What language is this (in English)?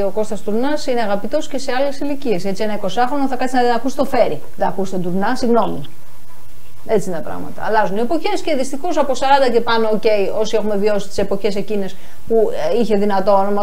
Greek